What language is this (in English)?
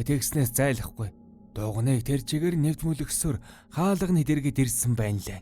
Mongolian